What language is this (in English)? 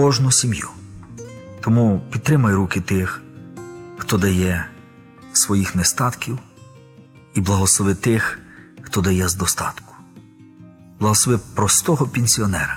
Ukrainian